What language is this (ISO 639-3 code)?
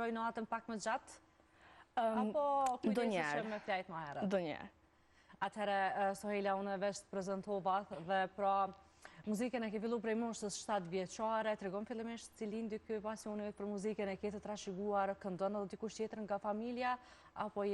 sqi